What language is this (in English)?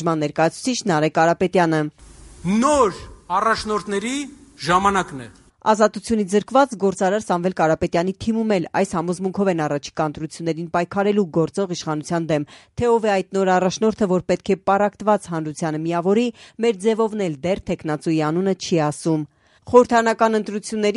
Armenian